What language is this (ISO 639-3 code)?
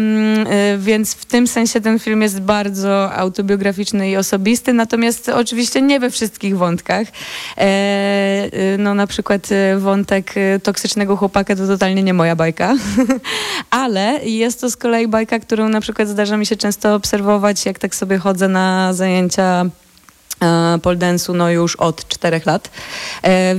pol